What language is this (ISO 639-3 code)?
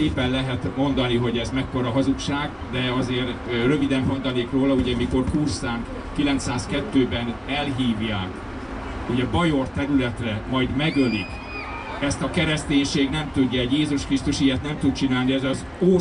hun